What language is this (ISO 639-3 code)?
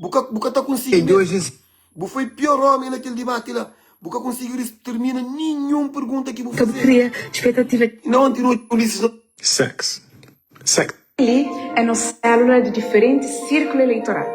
kea